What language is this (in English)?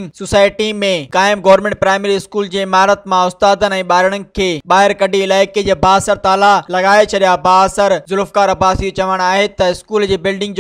Sindhi